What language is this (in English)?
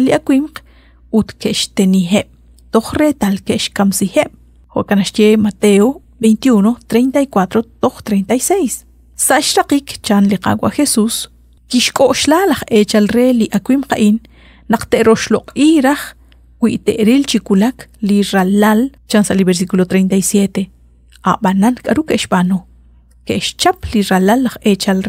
Kekchí